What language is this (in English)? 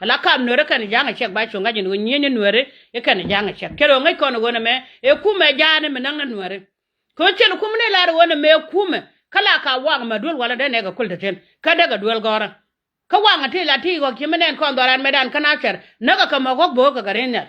Nuer